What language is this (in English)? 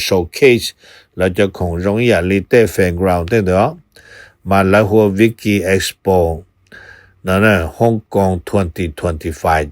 Hmong